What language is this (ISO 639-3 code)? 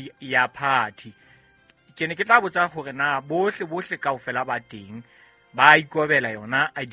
sot